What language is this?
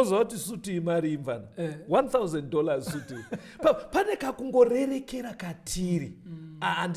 Shona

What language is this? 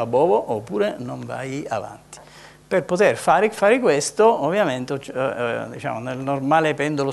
Italian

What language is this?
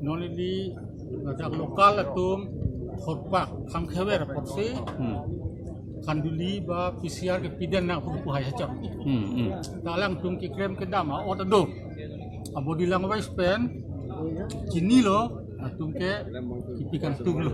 Karbi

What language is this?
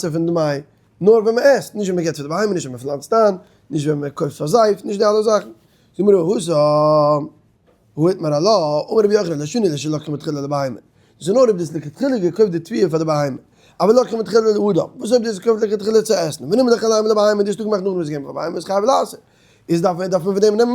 Yiddish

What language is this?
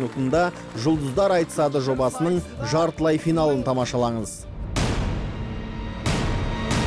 Kazakh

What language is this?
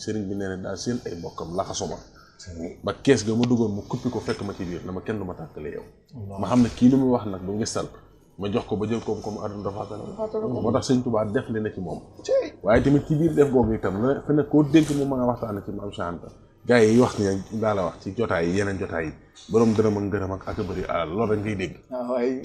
Wolof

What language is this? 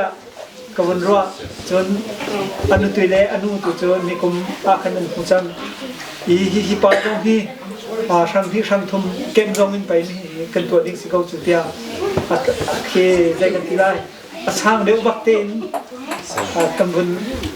Hakha Chin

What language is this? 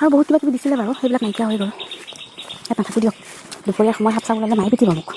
Assamese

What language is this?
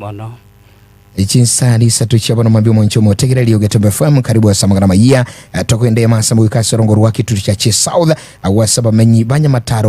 Gusii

